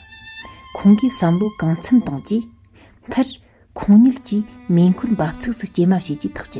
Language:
Tibetan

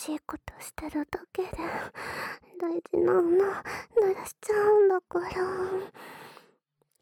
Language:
Japanese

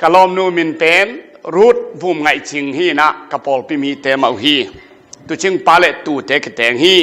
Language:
Tedim Chin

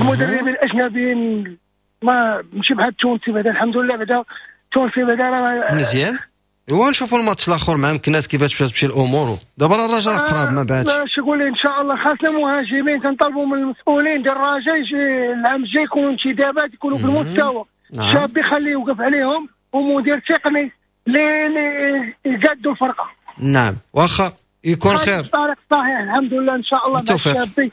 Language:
Moroccan Arabic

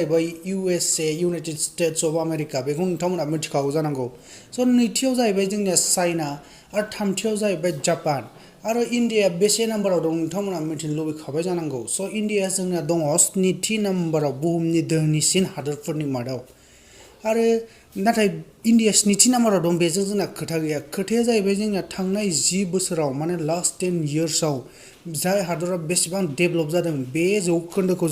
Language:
Bodo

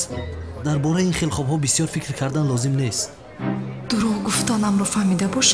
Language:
Tajik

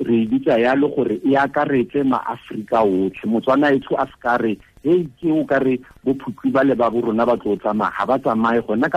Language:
Tswana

